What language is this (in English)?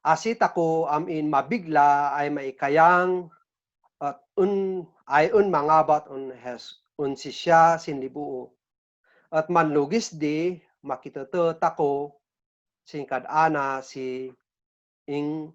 Kankanaey